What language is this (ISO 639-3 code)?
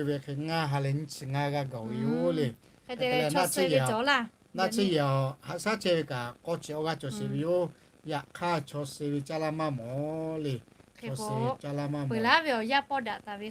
lhu